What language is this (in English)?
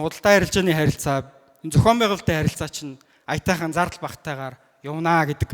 Mongolian